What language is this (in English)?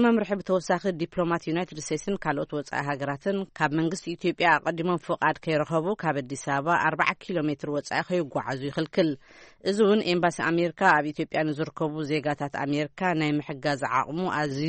Tigrinya